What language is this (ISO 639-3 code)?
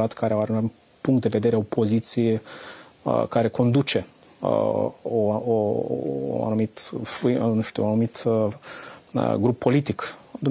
ron